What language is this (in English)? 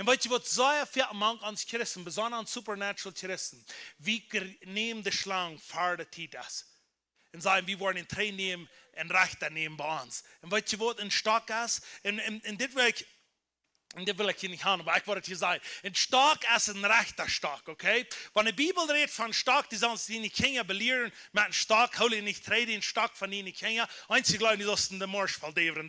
Plautdietsch